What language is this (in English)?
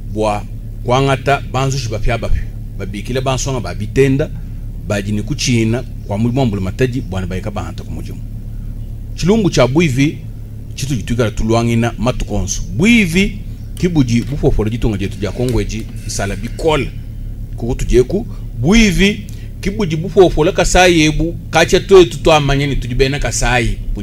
Luba-Lulua